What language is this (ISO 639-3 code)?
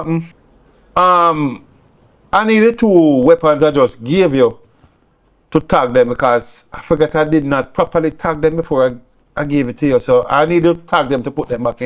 jam